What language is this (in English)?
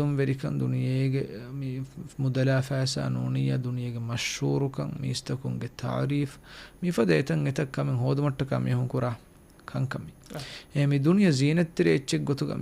Divehi